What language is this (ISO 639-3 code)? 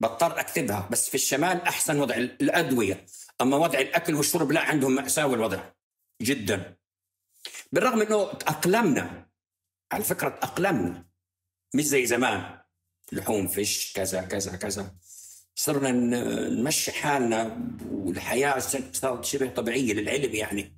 apc